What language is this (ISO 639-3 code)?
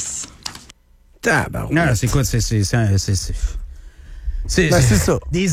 fra